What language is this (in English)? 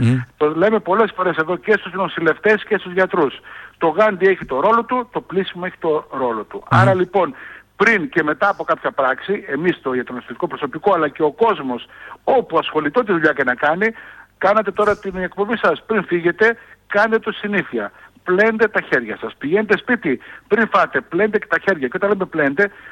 Greek